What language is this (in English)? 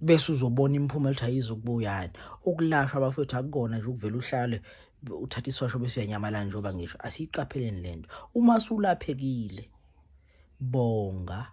Zulu